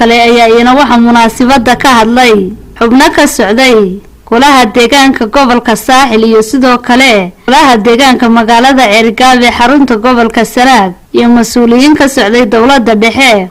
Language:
Somali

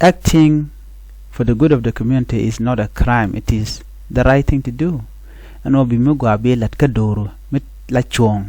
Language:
Nuer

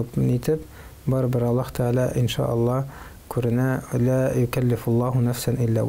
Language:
Tatar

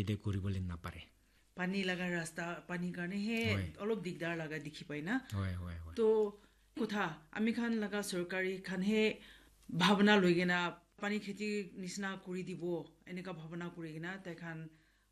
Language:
Naga Pidgin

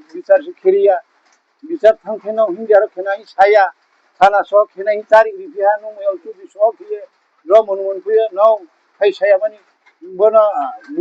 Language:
Riang (India)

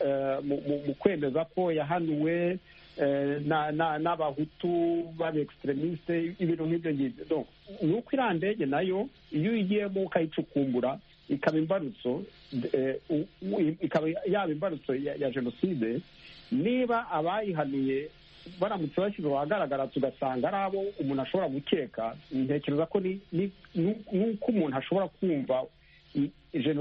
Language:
Kinyarwanda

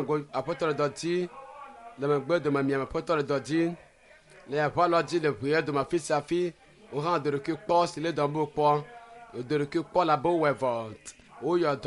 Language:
Ewe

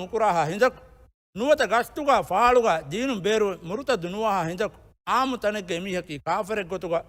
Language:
Divehi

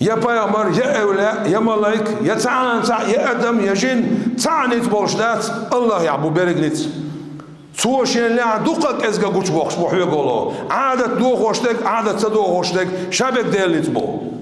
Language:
Chechen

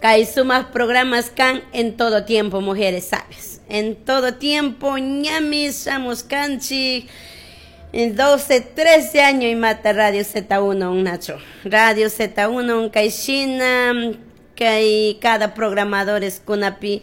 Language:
Chimborazo Highland Quichua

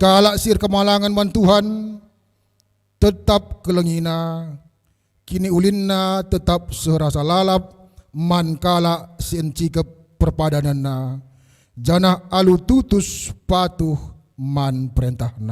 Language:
Batak Karo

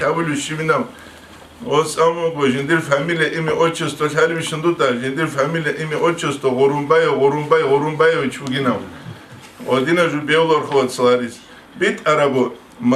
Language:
Avaric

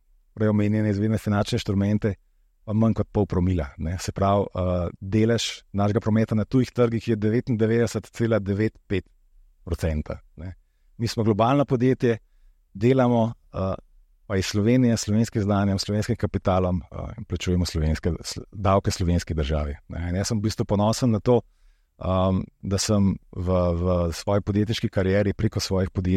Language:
Slovenian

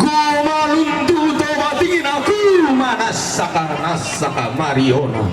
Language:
Toraja-Sa'dan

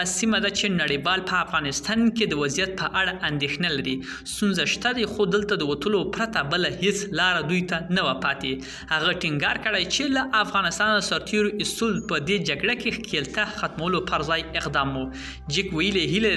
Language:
Pashto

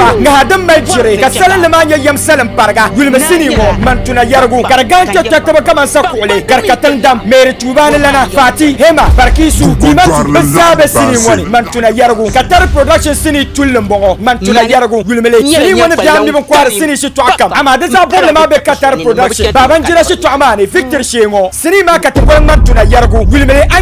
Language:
Dagbani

